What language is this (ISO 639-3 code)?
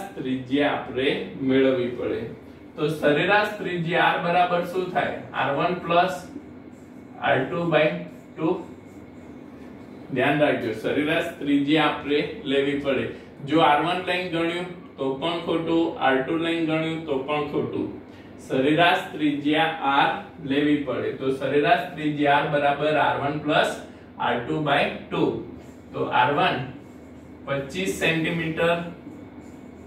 guj